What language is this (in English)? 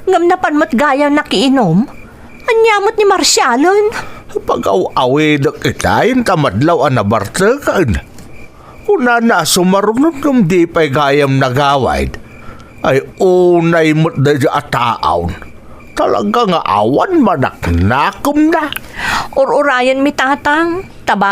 Iloko